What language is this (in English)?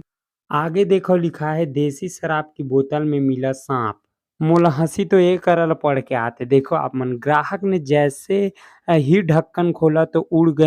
Chhattisgarhi